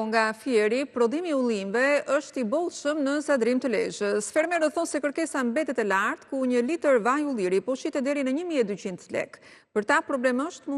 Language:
Albanian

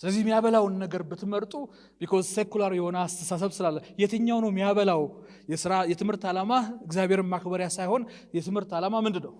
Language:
Amharic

